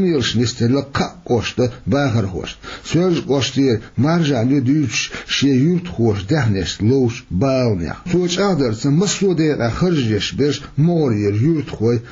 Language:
Chechen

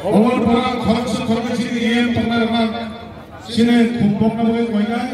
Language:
Kok Borok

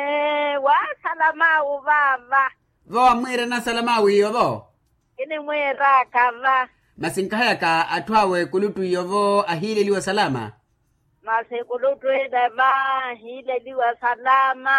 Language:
Makhuwa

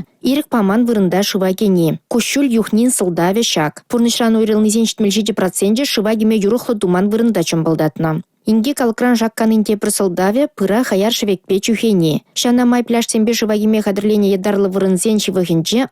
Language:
Chuvash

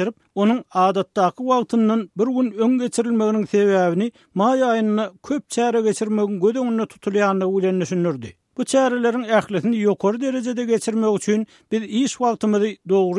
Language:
Turkmen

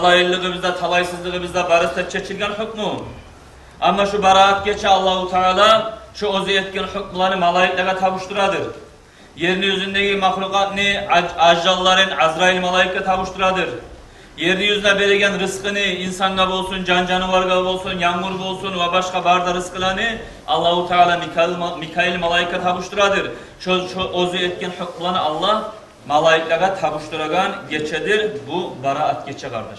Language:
Kumyk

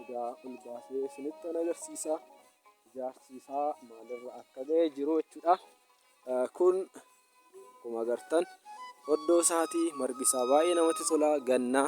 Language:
Oromo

